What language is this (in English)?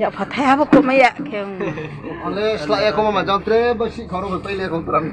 Riang (India)